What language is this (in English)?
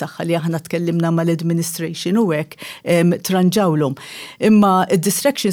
Maltese